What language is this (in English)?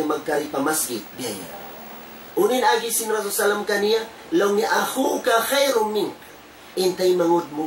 Tausug